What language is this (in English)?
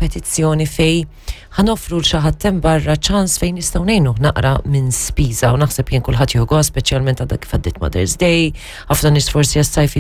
Maltese